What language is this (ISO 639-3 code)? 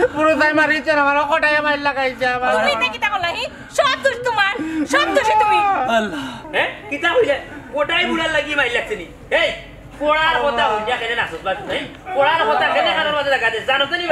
syl